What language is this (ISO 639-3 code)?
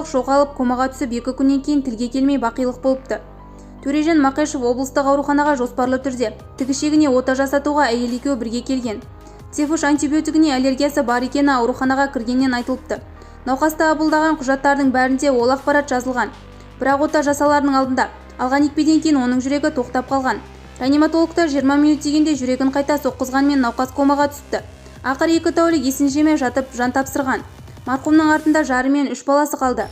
kaz